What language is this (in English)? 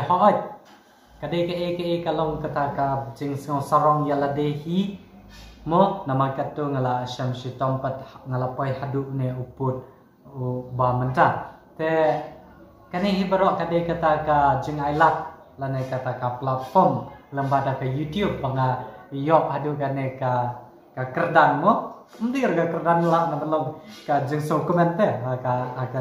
Khasi